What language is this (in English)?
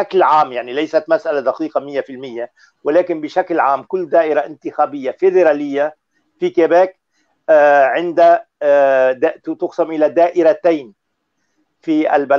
Arabic